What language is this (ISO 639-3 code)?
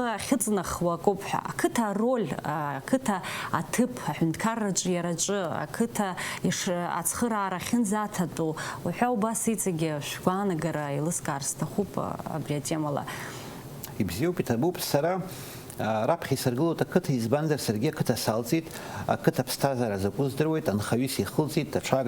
abk